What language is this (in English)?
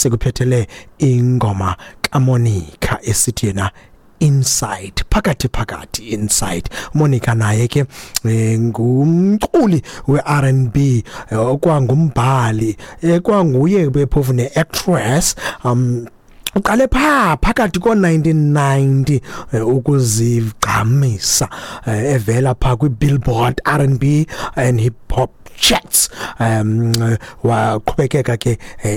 Xhosa